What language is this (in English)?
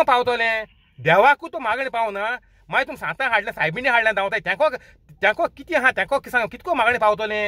Konkani